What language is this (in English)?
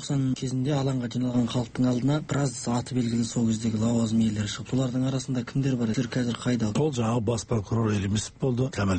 Kazakh